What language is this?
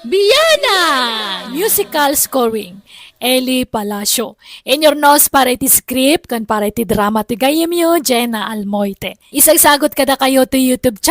Iloko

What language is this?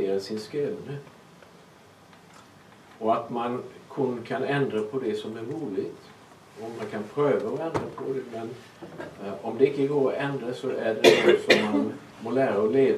Swedish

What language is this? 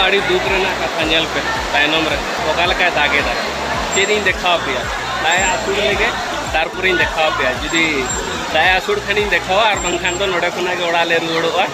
Santali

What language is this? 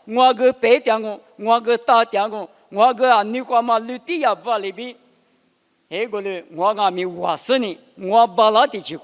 Lisu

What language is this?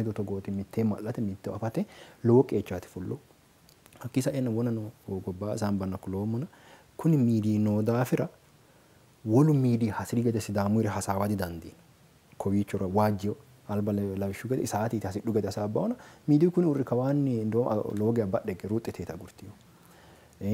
Sidamo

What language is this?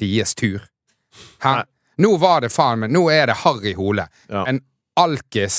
Norwegian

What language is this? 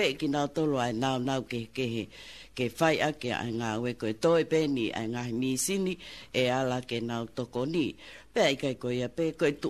Tongan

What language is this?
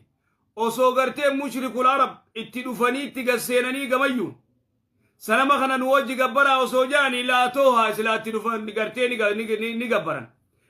Oromo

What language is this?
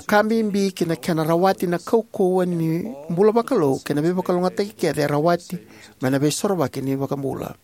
Fijian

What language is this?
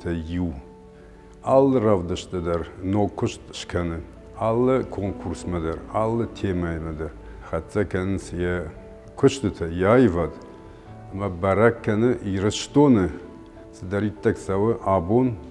Ossetic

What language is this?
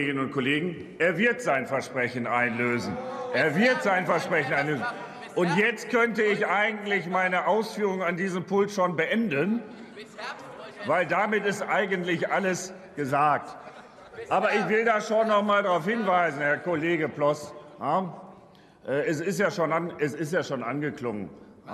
German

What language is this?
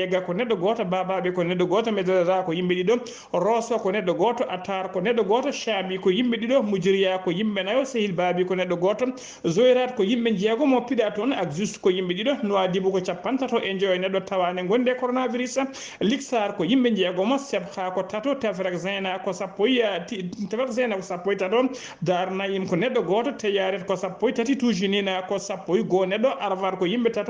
Fula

